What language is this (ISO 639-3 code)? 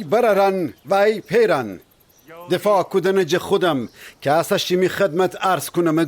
glk